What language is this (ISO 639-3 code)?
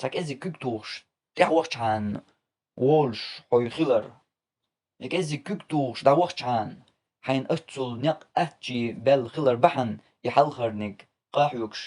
che